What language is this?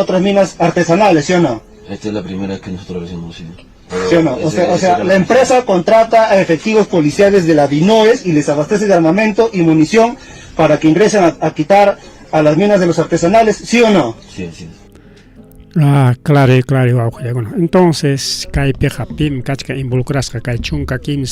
Ayacucho Quechua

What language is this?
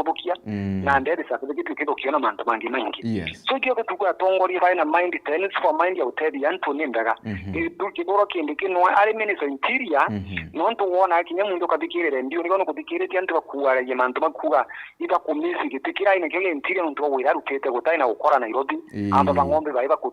Meru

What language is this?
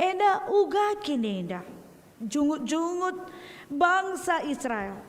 Batak Karo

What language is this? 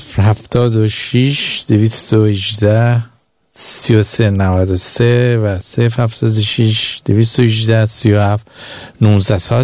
Persian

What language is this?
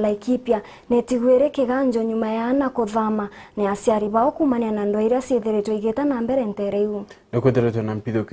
Meru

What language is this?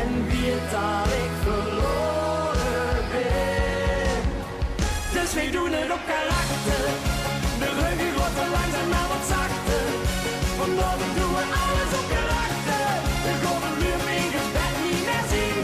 Limburgish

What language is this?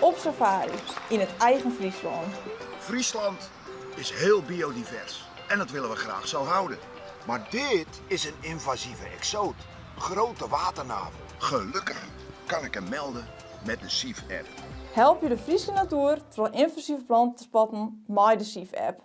Western Frisian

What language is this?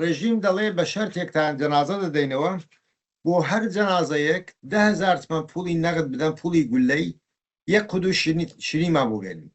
Central Kurdish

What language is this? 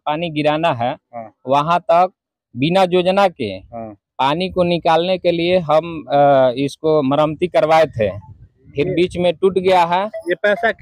Hindi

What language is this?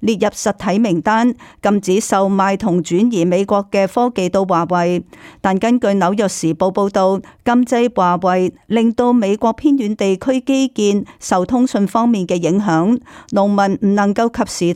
Cantonese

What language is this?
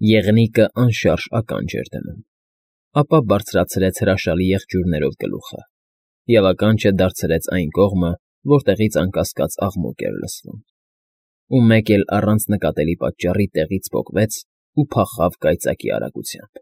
Armenian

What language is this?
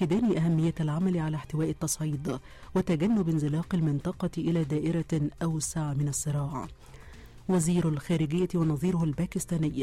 Arabic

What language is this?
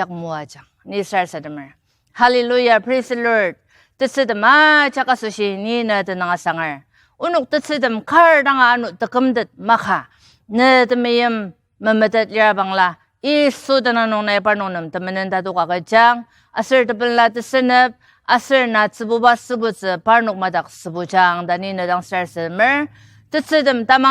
Ao Naga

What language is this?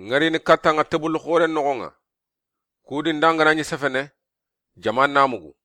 Soninke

